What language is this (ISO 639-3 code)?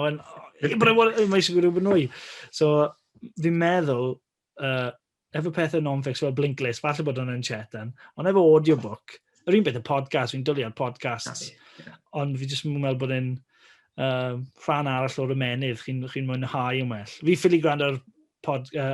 cym